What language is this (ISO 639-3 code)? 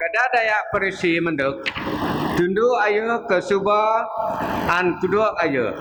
bth